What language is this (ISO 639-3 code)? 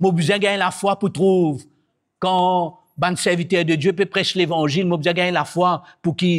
mfe